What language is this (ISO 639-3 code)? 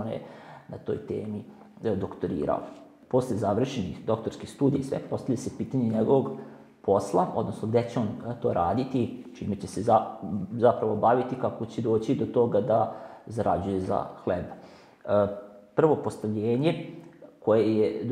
srp